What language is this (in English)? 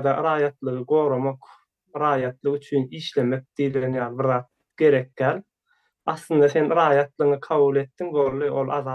Turkmen